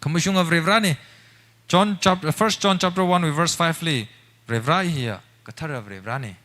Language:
Tangkhul Naga (India)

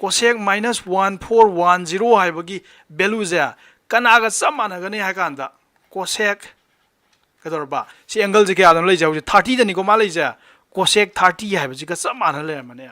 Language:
Manipuri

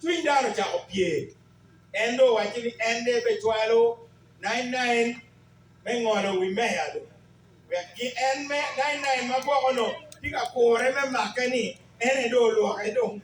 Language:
Acoli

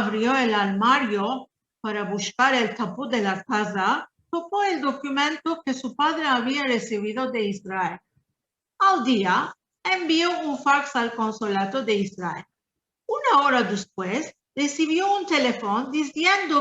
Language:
Ladino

